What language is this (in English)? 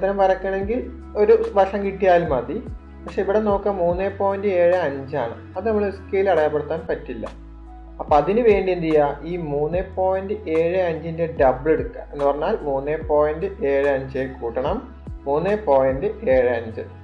Malayalam